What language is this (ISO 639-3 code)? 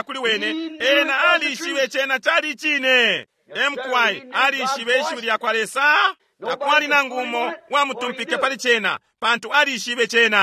bem